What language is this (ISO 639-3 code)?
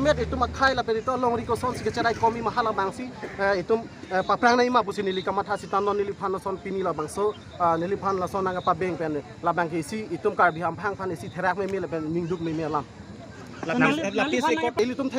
mjw